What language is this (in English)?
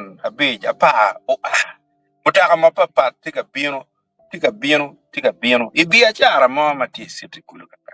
Acoli